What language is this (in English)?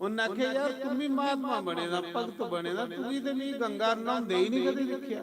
Dogri